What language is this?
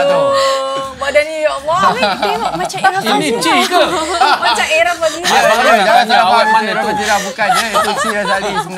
Malay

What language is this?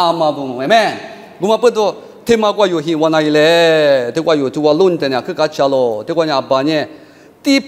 Lisu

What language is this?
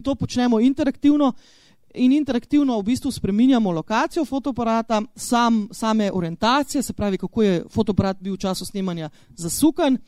Slovenian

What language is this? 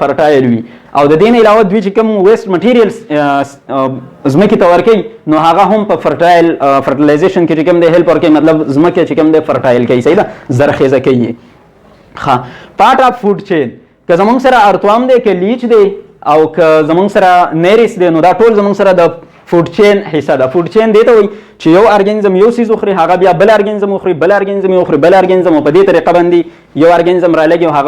Pashto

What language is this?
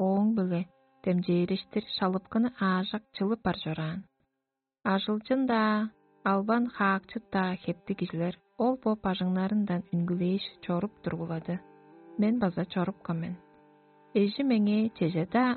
Tuvinian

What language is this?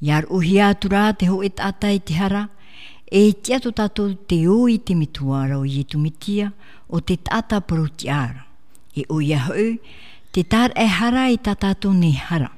Tahitian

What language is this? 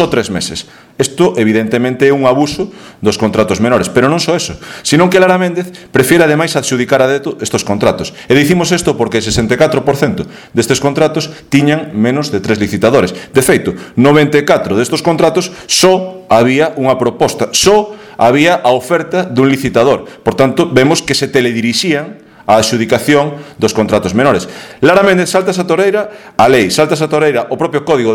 Galician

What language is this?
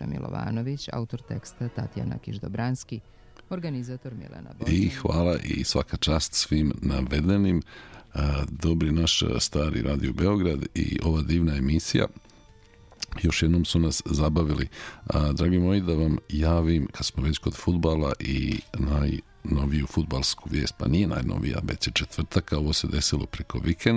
Serbian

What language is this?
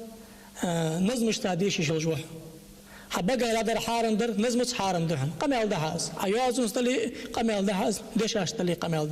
Ingush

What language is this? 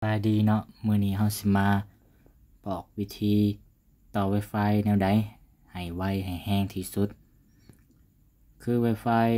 Lao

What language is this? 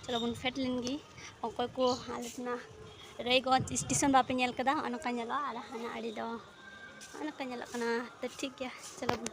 Santali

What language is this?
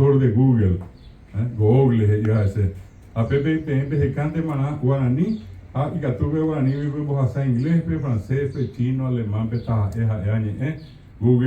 Guarani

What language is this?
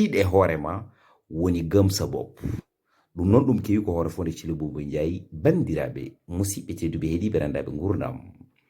Fula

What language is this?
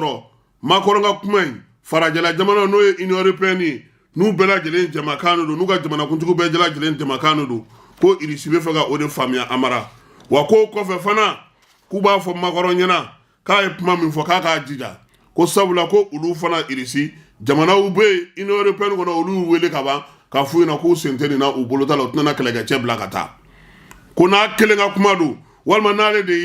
Bambara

